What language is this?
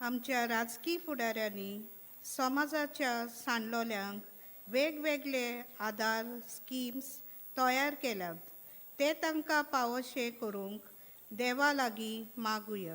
Konkani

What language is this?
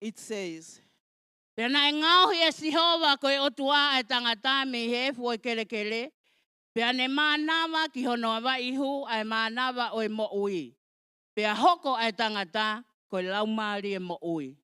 Tongan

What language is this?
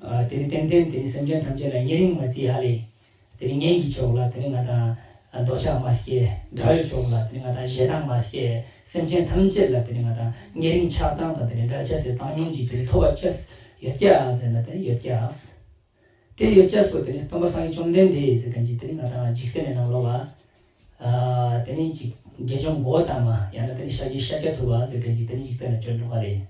Ladakhi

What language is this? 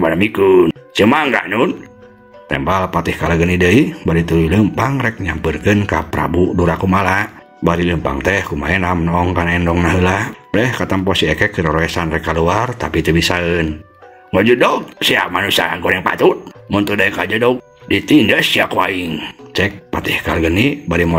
Sundanese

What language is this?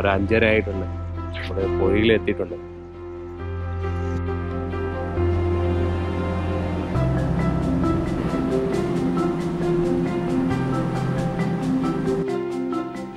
Malayalam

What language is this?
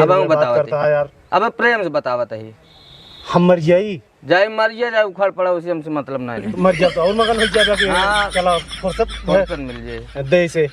Awadhi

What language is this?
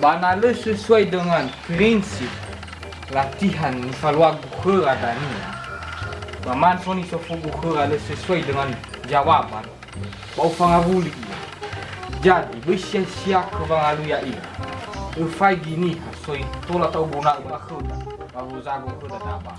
Nias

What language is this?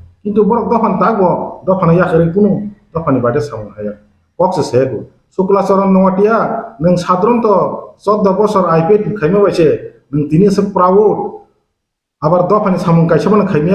Kok Borok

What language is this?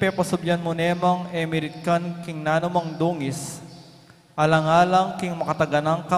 Pampanga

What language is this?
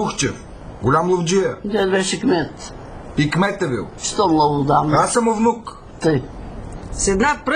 Bulgarian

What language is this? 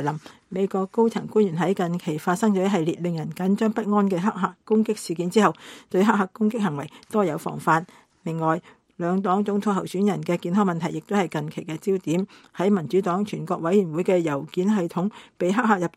Cantonese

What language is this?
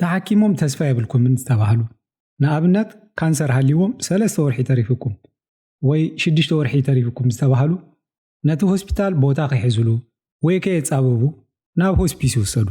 Tigrinya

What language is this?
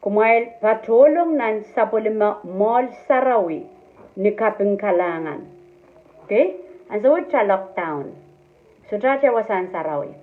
Pohnpeian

